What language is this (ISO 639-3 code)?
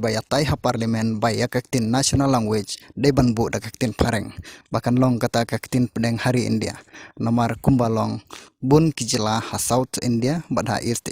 kha